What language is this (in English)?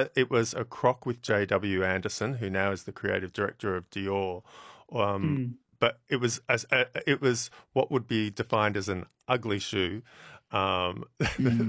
English